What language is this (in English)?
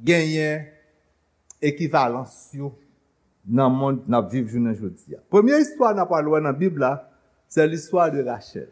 Haitian Creole